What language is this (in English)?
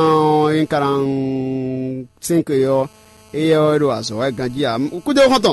Fon